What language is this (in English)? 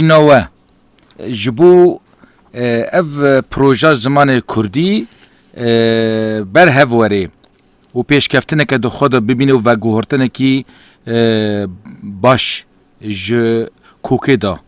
Kurdish